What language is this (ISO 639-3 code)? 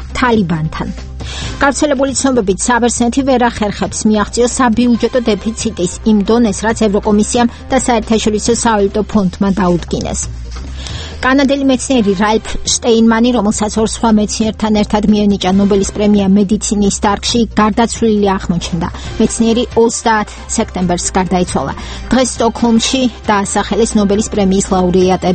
kat